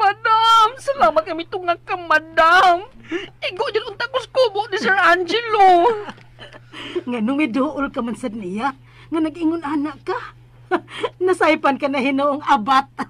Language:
Cebuano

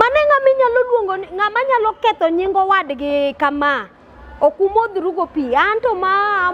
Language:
Luo (Kenya and Tanzania)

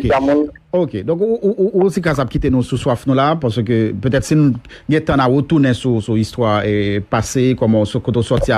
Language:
Haitian Creole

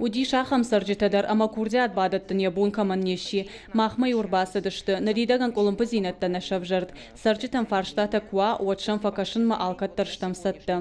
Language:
Ossetic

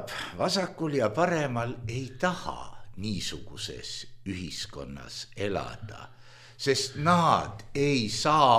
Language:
Estonian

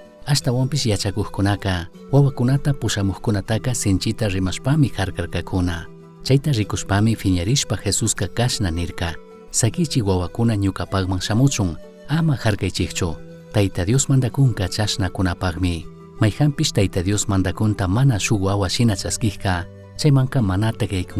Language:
Chimborazo Highland Quichua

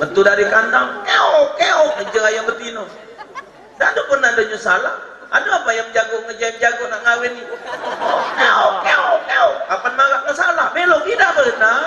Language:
Musi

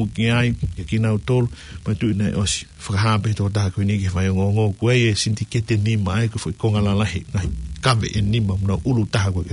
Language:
Tongan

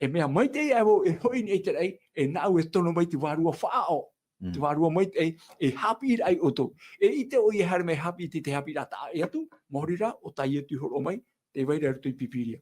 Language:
Tahitian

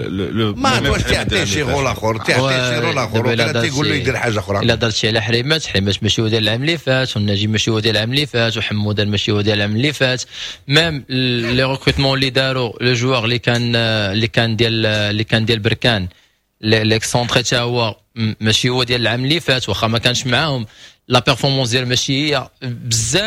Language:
Moroccan Arabic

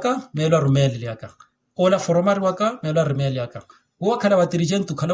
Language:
Makhuwa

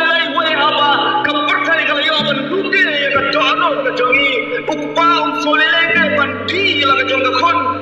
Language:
Khasi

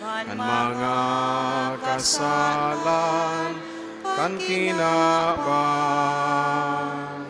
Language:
Bikol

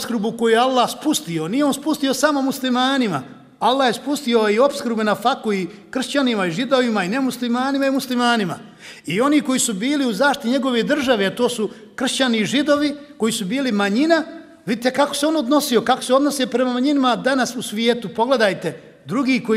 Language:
Bosnian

